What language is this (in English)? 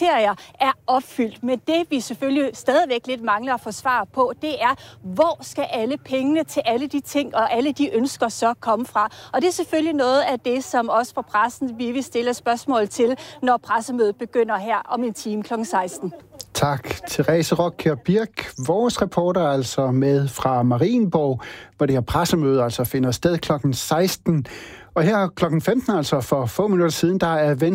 Danish